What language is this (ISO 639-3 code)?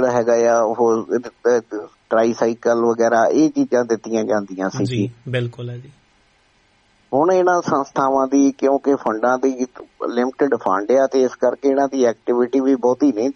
pan